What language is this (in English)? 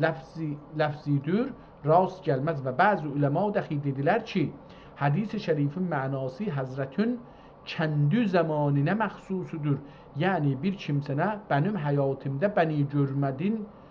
South Azerbaijani